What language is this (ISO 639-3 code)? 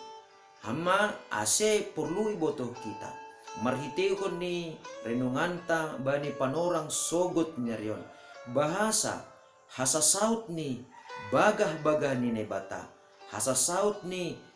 bts